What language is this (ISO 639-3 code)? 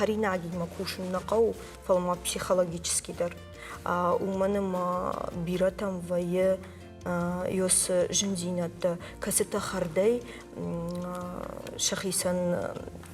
oss